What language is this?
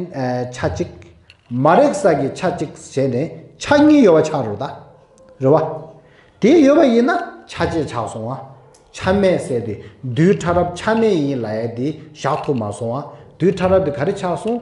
Tibetan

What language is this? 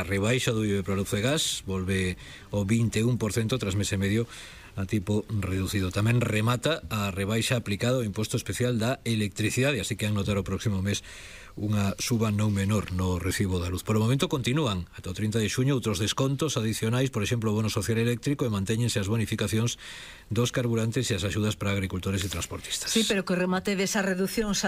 Galician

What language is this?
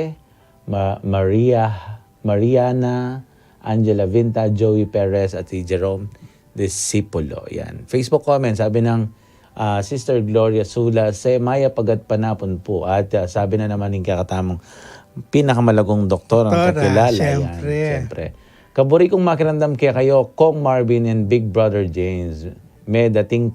Pampanga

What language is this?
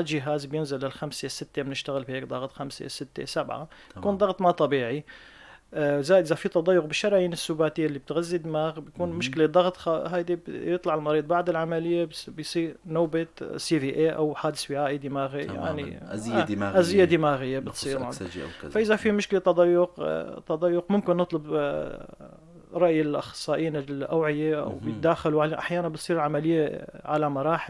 North Levantine Arabic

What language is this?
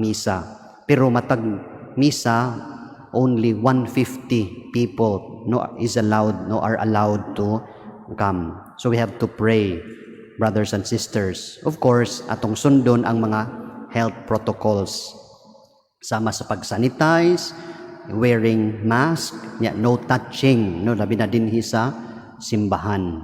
Cebuano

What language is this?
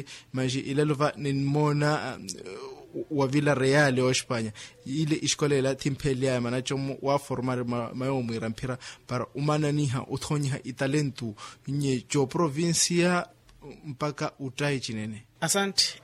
Makhuwa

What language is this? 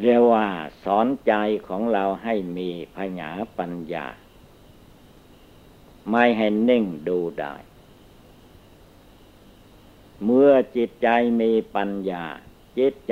Thai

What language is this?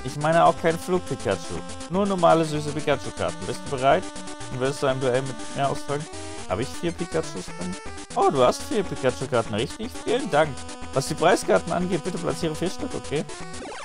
German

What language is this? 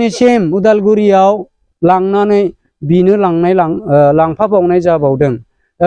Bodo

